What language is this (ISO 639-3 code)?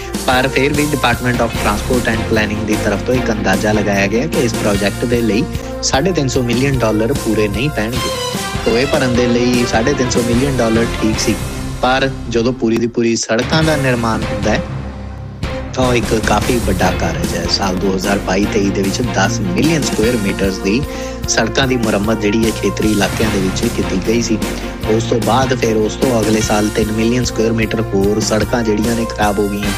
pan